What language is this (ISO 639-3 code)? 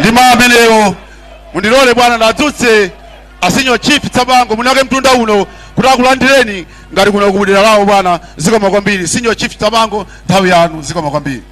nya